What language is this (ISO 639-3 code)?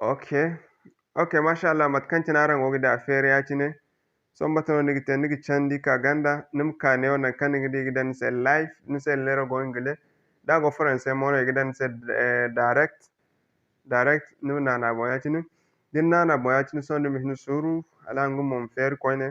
dje